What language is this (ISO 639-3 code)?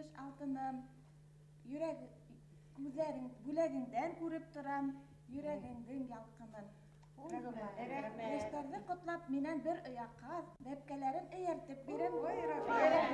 bak